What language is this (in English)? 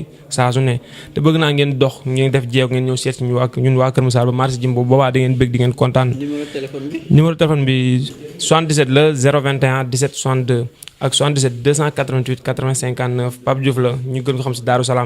Wolof